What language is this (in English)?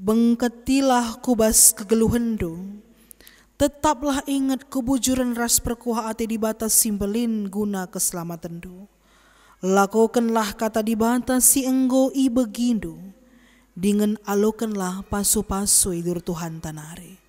Batak Karo